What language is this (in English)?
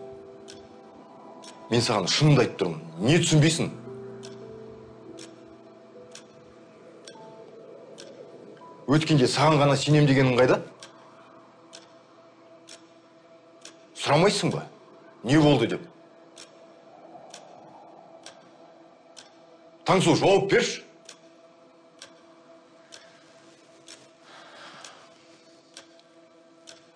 Kazakh